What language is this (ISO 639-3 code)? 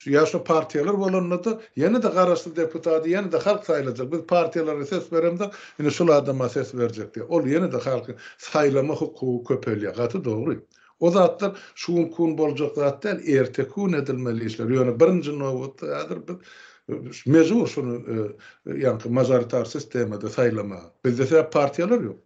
tuk